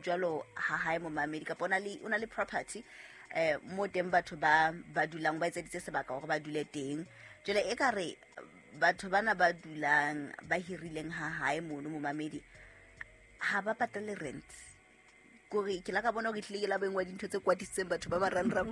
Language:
Southern Sotho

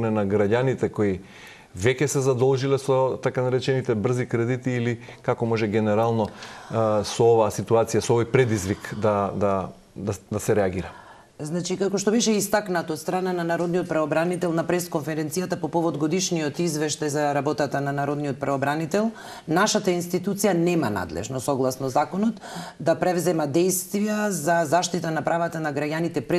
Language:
Macedonian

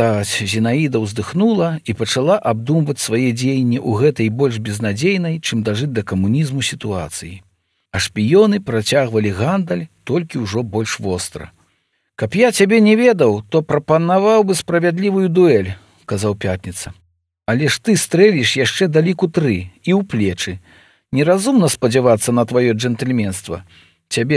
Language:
Belarusian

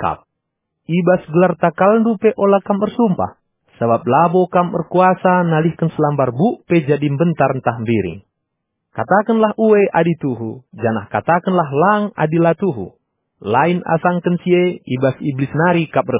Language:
Batak Karo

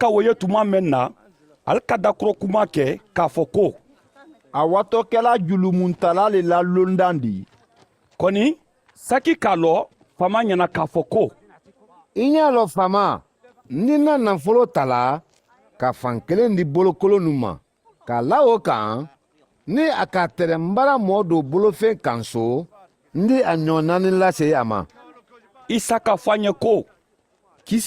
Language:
Mandingo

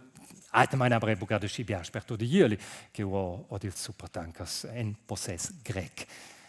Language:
Romansh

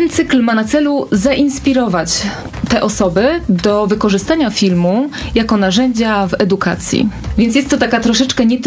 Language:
Polish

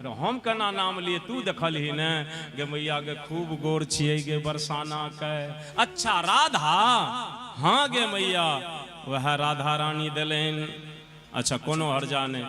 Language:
Maithili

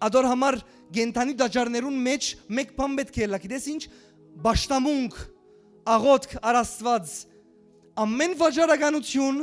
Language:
Western Armenian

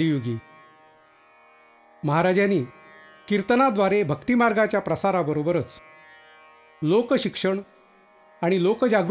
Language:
Marathi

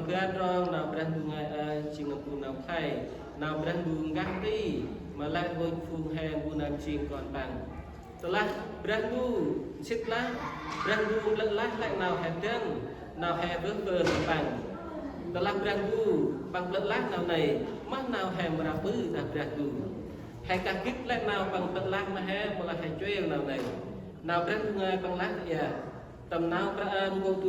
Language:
Central Mnong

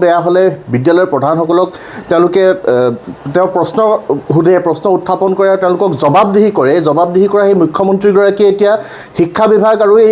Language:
Assamese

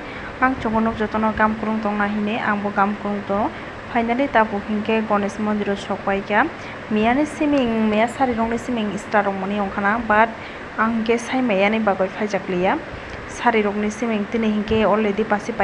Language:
Kok Borok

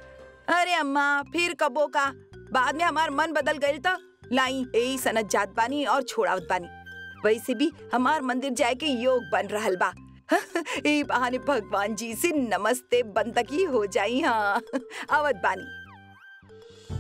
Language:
Bhojpuri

